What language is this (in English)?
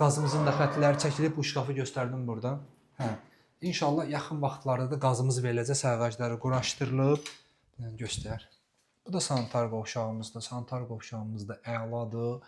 Azerbaijani